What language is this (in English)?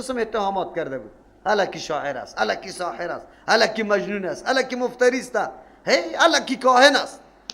Persian